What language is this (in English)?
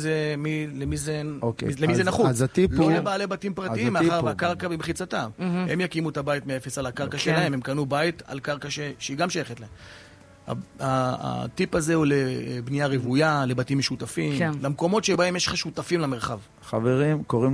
Hebrew